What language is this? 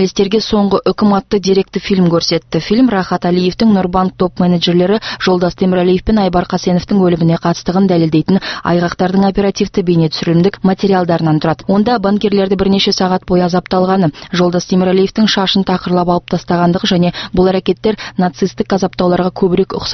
Kazakh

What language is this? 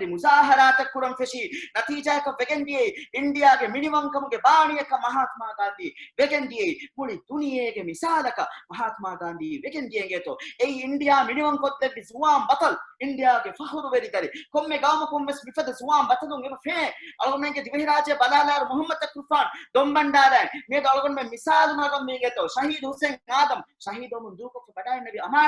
Divehi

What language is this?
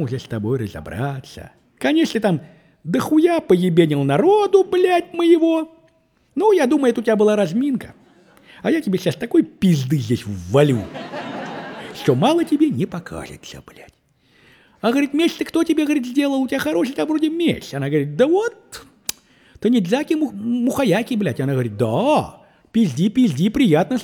Russian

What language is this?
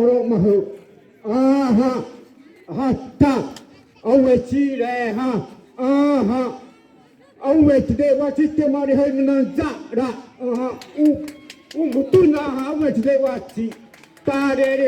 Xavánte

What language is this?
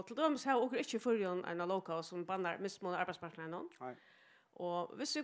Faroese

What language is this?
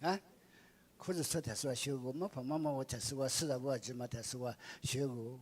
Lisu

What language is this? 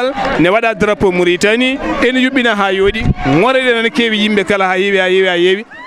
Fula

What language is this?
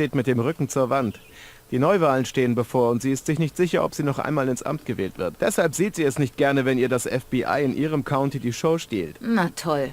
Bavarian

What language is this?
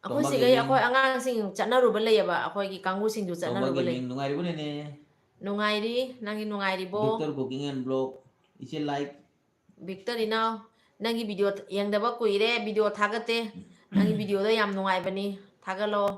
Manipuri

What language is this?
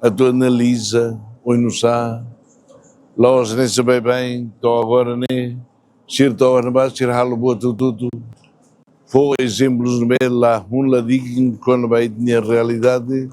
Tetum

